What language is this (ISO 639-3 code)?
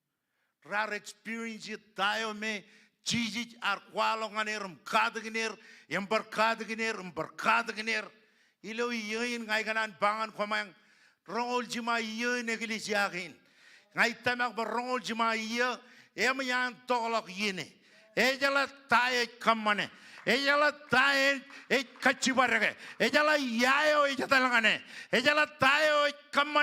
mah